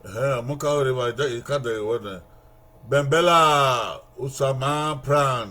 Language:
Bini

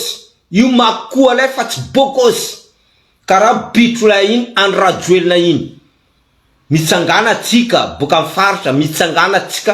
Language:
Malagasy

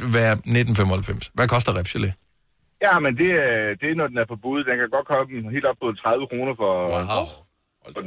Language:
Danish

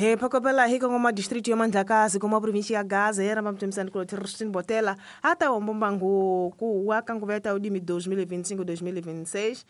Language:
Tsonga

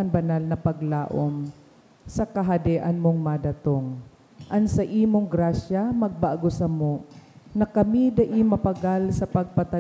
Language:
Bikol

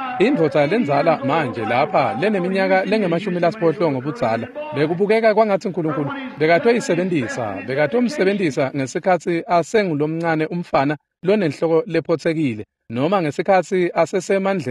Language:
Swati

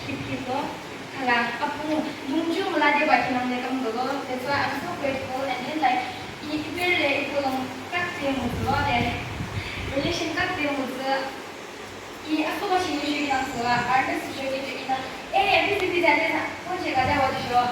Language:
Yimchungru Naga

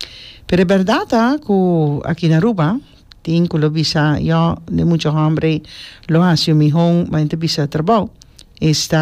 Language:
Papiamento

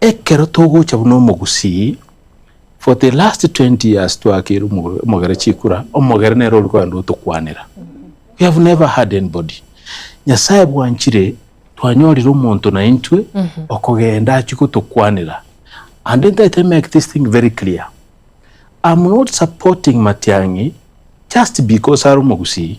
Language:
Gusii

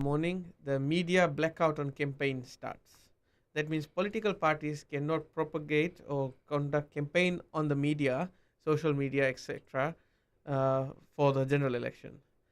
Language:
Fijian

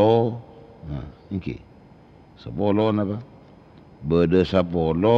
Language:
Madurese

